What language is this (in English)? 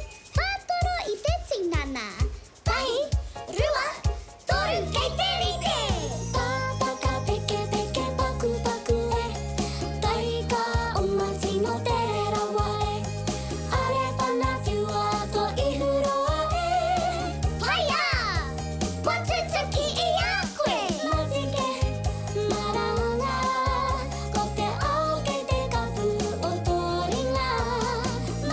Māori